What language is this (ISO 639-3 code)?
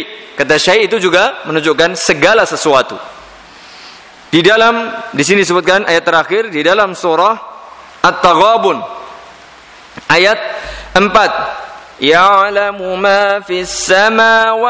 ind